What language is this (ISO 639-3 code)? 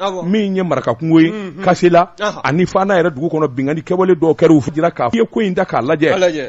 bam